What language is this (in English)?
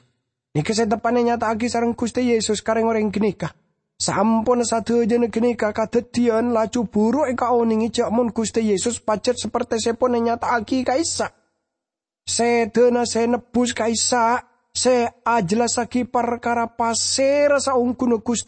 Madurese